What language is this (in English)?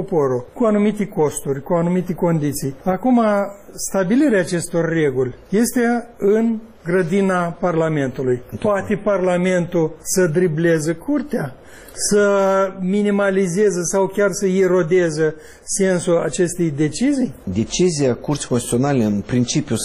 Romanian